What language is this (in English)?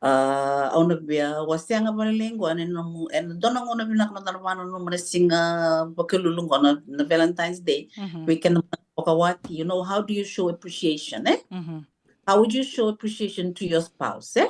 Fijian